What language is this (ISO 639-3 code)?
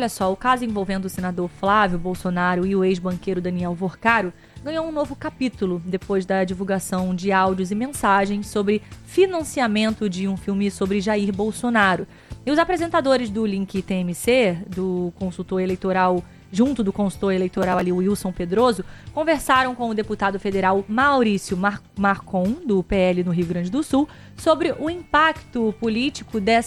por